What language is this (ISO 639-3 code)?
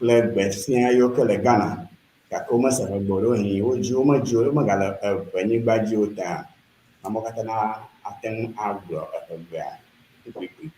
ewe